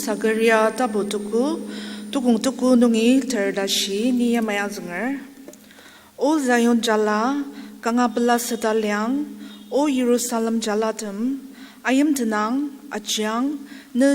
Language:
Ao Naga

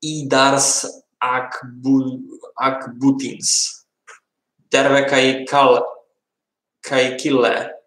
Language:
Rusyn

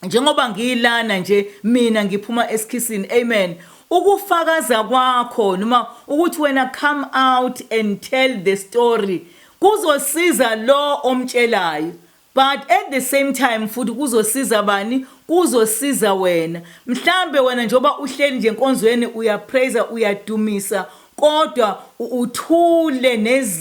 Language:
Zulu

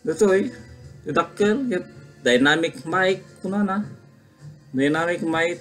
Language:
Iloko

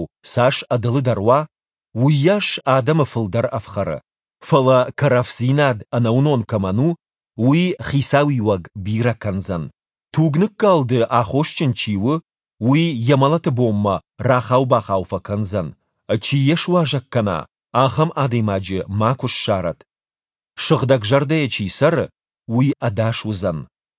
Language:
Ossetic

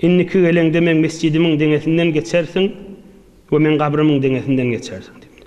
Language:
Turkmen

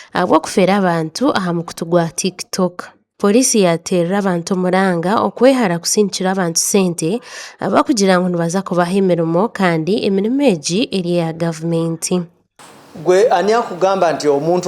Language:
Nyankole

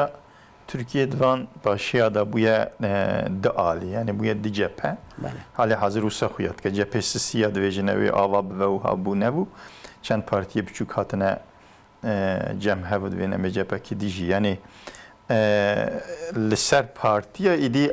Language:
Kurdish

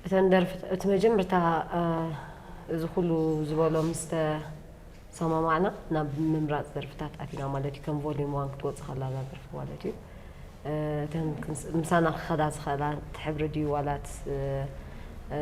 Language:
Tigrinya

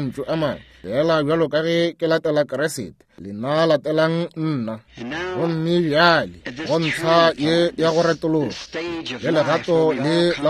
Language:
Northern Sotho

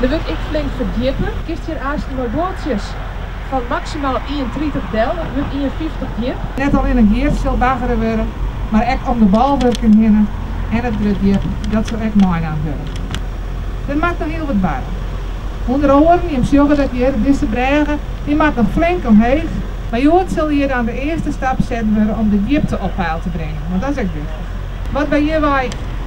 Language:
Western Frisian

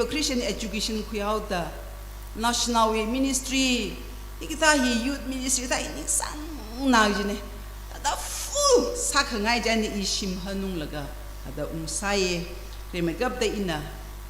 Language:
Tangkhul Naga (India)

